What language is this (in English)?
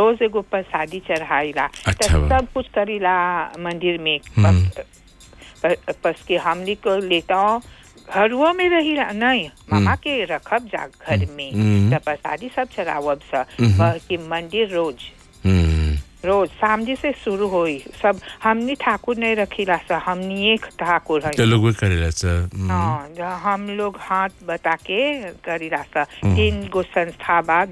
Bhojpuri